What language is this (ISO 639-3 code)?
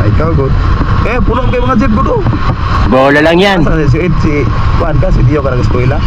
ceb